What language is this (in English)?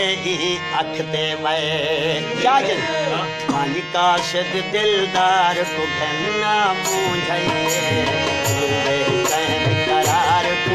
Saraiki